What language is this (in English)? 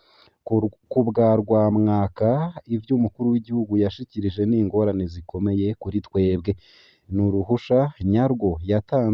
Rundi